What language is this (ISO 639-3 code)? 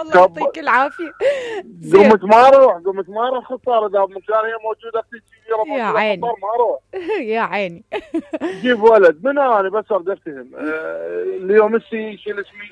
acm